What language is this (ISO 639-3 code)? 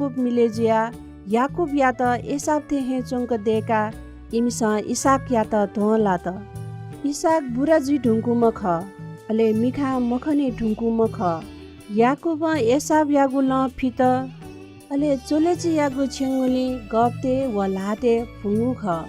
new